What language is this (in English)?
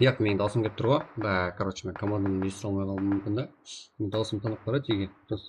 Kara-Kalpak